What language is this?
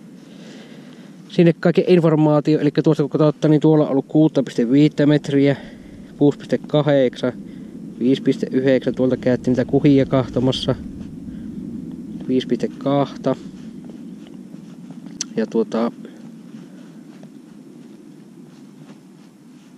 Finnish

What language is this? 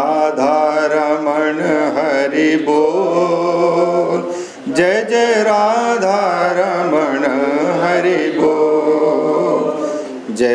Sanskrit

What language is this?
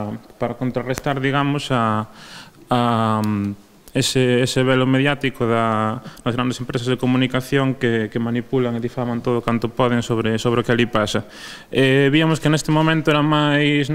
Galician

